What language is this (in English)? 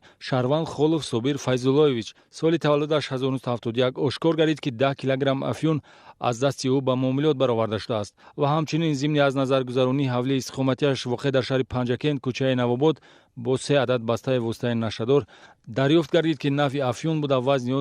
Tajik